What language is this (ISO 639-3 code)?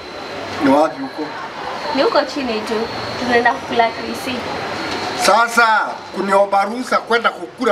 swa